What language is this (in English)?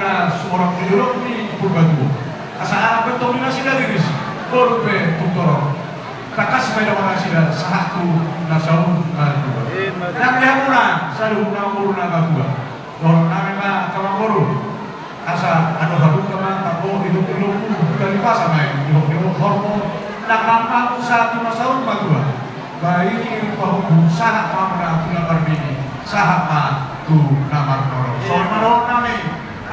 Batak Toba